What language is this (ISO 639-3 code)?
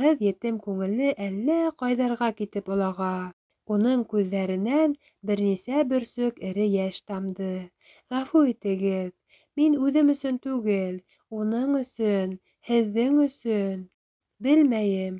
bak